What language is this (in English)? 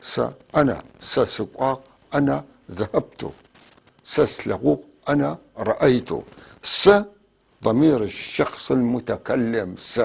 North Levantine Arabic